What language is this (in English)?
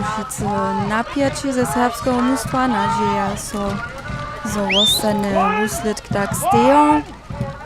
Upper Sorbian